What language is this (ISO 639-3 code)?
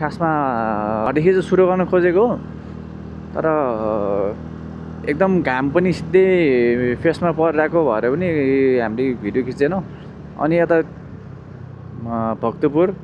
nep